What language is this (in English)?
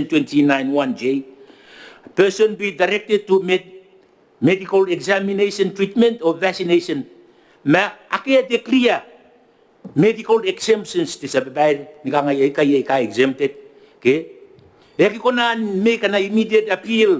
Gilbertese